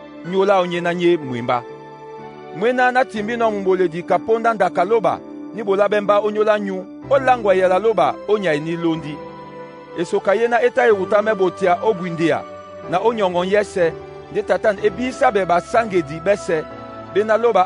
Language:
Duala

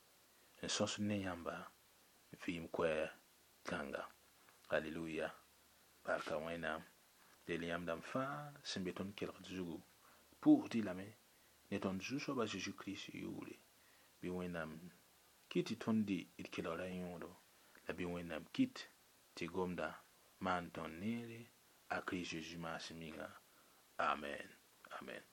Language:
Mossi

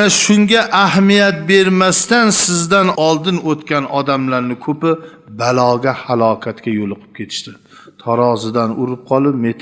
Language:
Uzbek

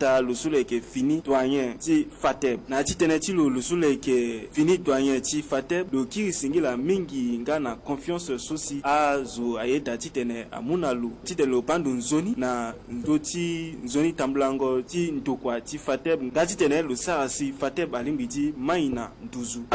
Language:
Sango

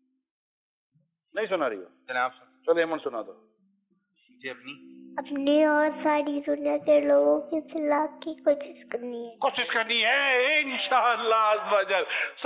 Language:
Urdu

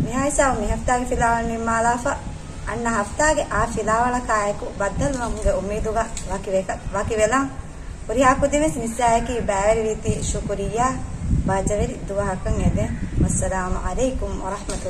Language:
Divehi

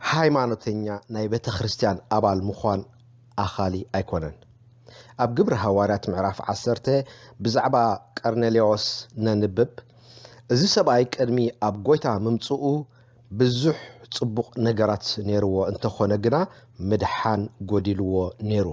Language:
Tigrinya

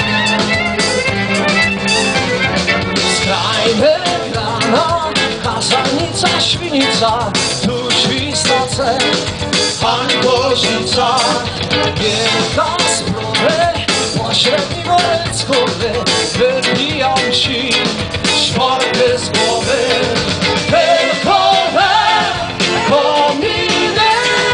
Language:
Polish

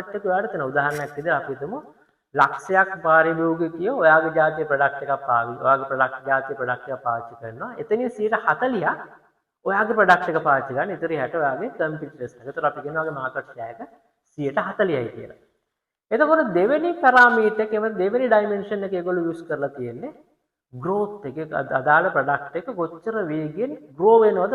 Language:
Sinhala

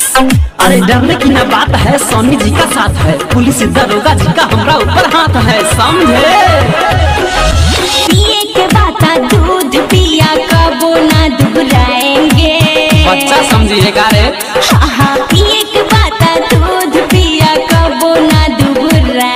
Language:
Bhojpuri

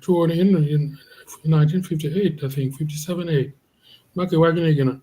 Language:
Acoli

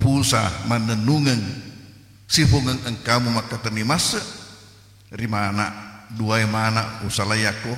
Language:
Buginese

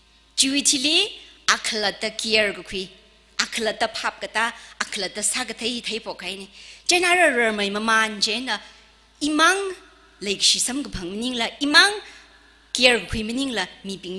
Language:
Tangkhul Naga (India)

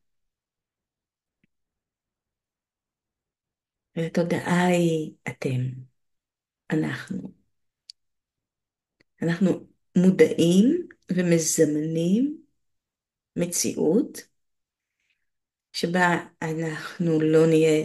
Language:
Hebrew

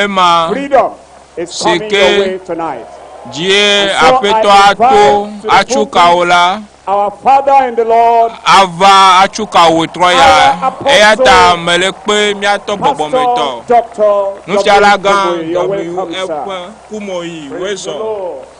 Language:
Ewe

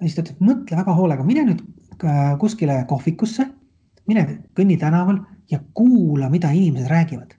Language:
Estonian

